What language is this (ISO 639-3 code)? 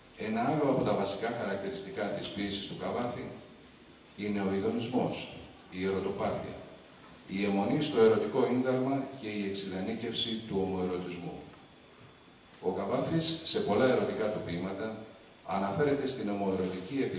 ell